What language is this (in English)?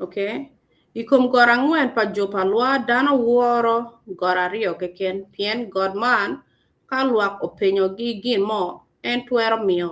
Acoli